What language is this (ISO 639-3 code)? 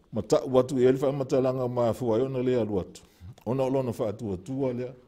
smo